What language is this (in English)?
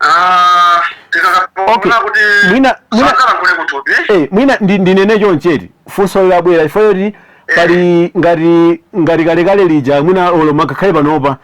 Nyanja